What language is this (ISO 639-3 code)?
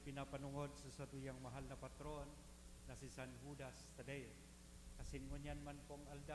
bik